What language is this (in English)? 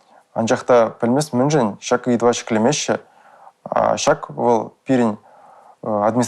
Chuvash